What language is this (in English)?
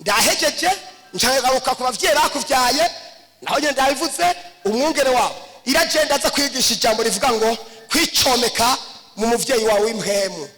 Rundi